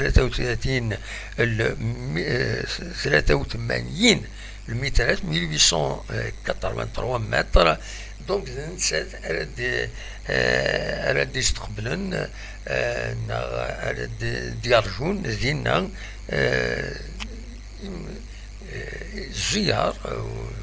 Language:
Kabyle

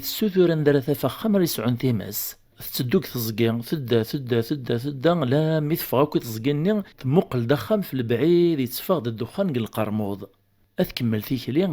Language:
Kabyle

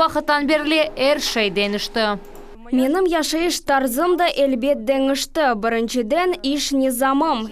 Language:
Crimean Tatar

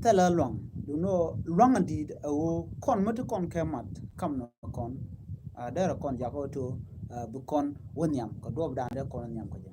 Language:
Nuer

